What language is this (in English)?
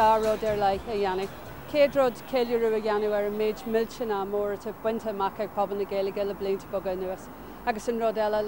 Irish